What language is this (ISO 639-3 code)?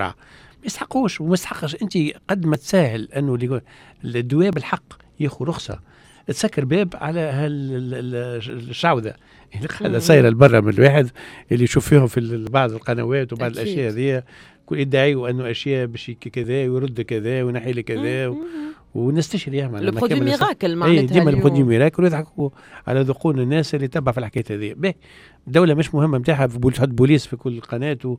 aeb